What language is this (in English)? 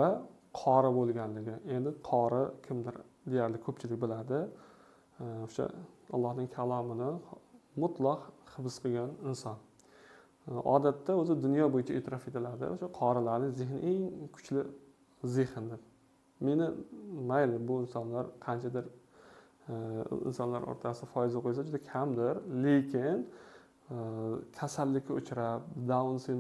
Uzbek